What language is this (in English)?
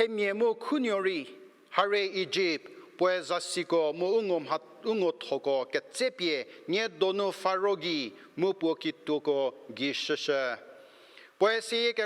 Angami Naga